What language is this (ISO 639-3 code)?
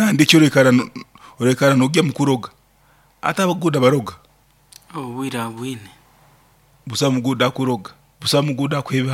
nyn